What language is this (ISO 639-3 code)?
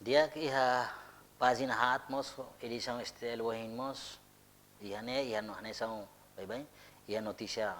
tet